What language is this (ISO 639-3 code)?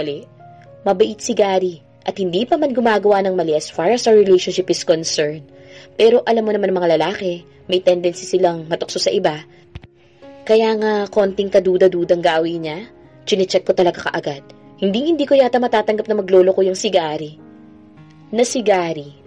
fil